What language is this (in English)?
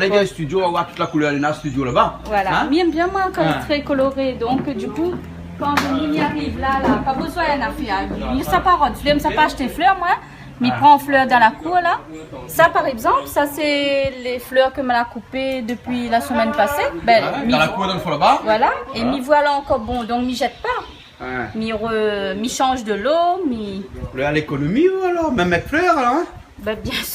Réunion Creole French